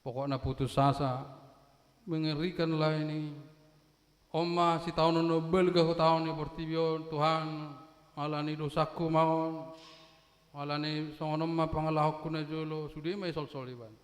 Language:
Batak Toba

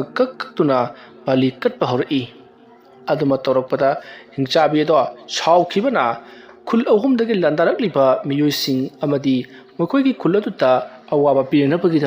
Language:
Manipuri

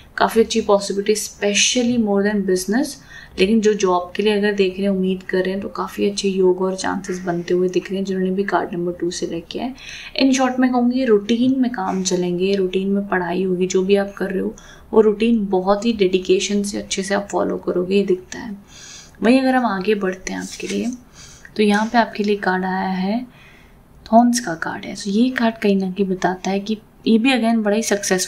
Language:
Hindi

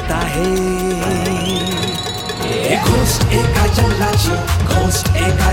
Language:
Marathi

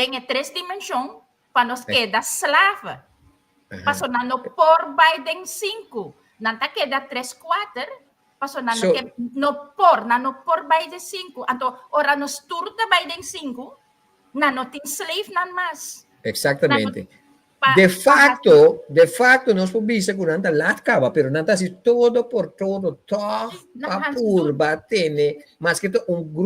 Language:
Papiamento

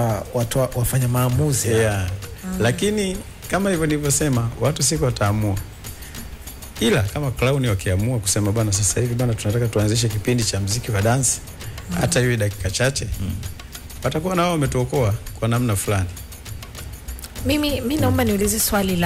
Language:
Swahili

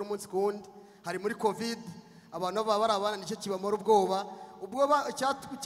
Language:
Kinyarwanda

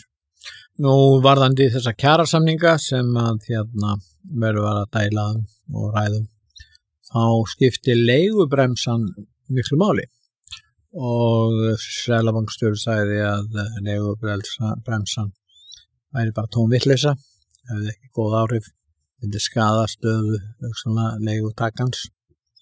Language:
Icelandic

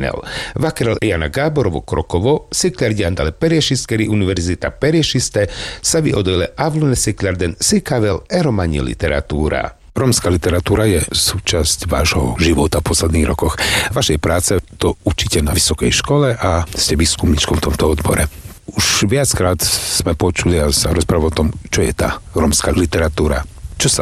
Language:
Slovak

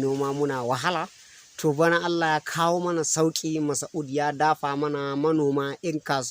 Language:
Hausa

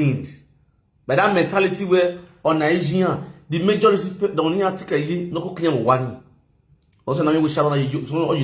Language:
Nigerian Pidgin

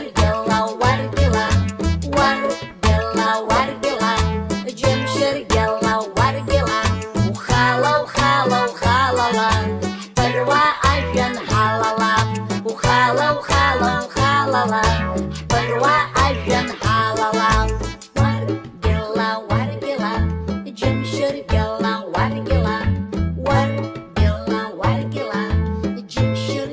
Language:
Abkhazian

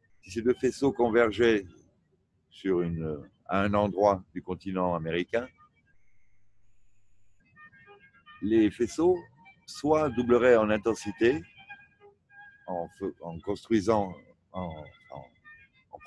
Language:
French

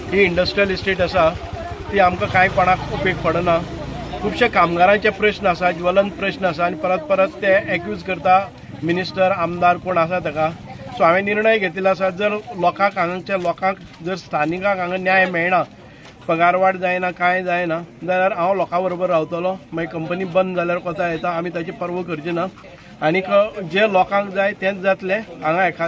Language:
Konkani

